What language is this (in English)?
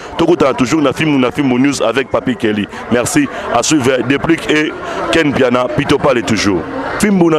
Lingala